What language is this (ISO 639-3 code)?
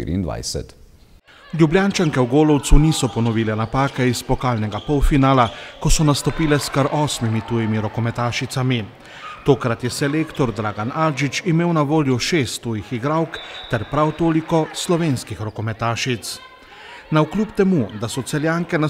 slv